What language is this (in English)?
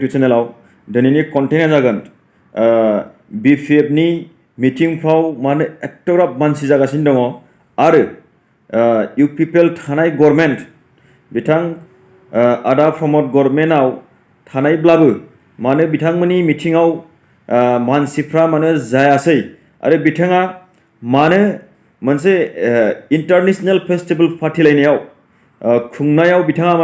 Bodo